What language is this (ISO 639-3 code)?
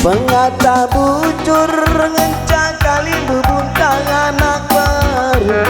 btx